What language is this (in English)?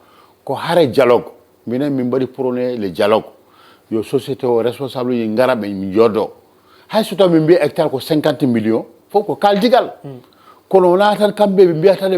Fula